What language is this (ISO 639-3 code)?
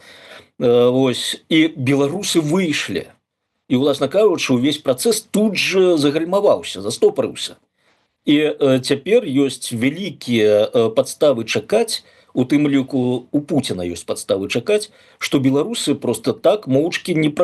bel